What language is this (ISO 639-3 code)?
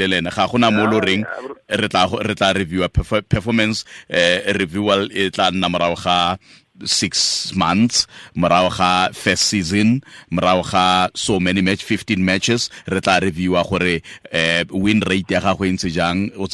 tsn